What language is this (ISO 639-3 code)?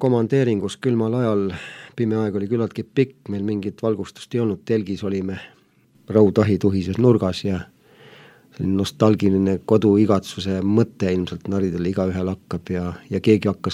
est